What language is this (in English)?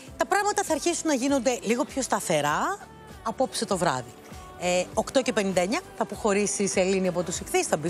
Greek